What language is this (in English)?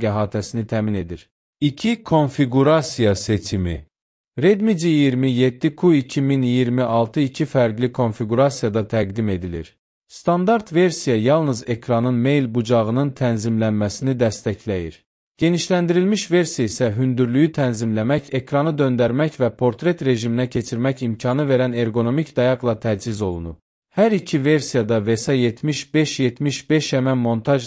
Azerbaijani